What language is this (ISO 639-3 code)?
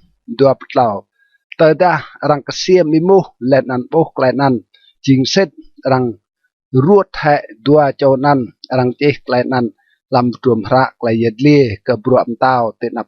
rad